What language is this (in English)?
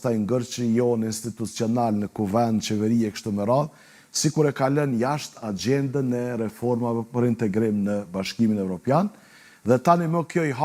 Albanian